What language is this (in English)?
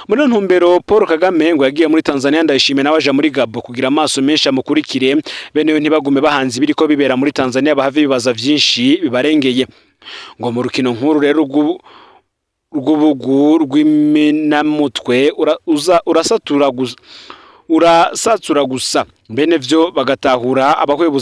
Rundi